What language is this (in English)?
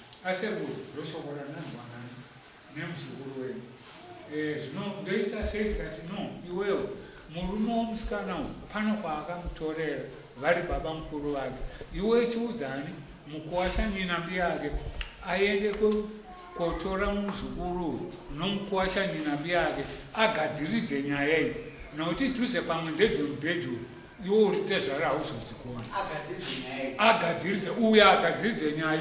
Shona